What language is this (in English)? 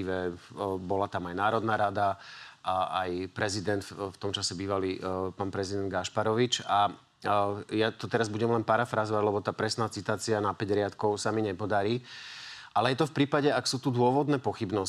Slovak